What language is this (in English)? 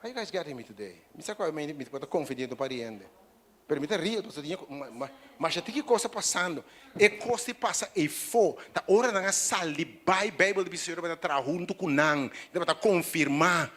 Papiamento